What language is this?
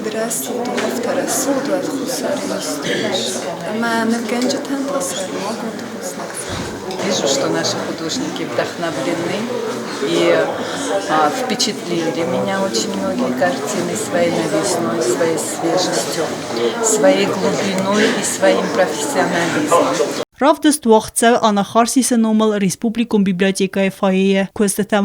Ossetic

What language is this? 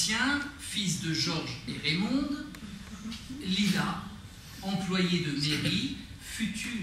French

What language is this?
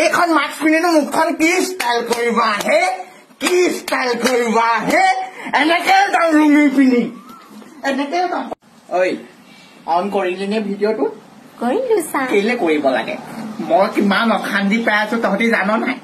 Assamese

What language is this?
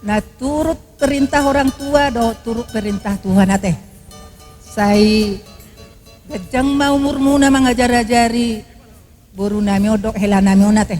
Batak Toba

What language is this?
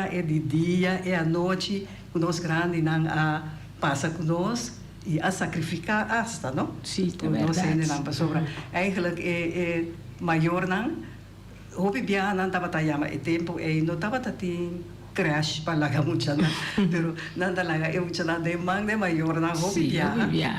Papiamento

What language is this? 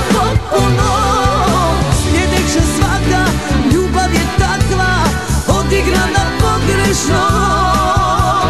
Croatian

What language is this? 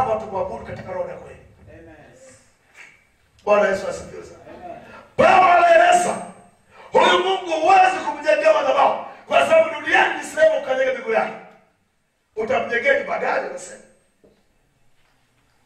Swahili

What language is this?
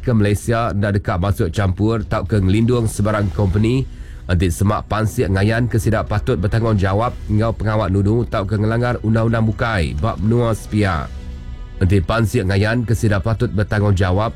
Iban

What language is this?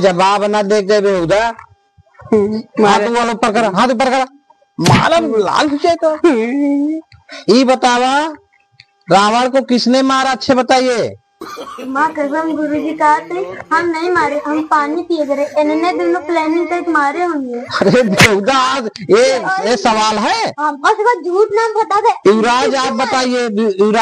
Awadhi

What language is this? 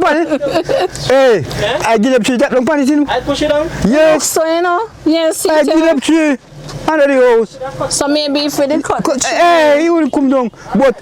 Jamaican Creole English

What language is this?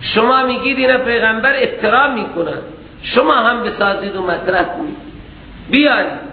Persian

